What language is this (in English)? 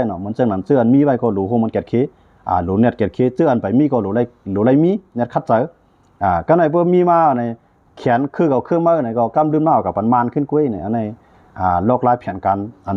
Shan